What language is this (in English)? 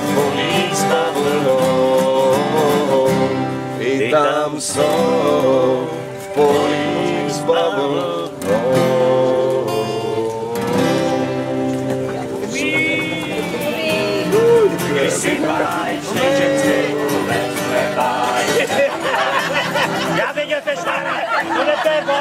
Czech